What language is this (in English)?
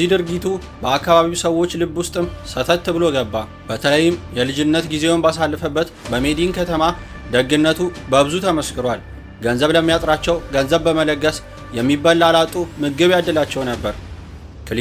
Amharic